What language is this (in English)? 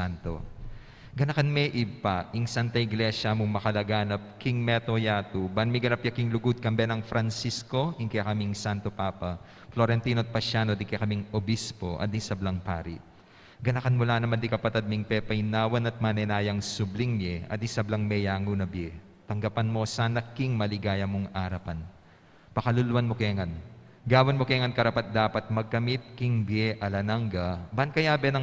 Pampanga